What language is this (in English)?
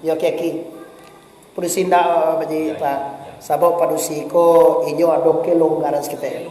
Minangkabau